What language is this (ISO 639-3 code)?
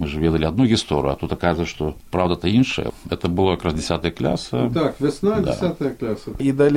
bel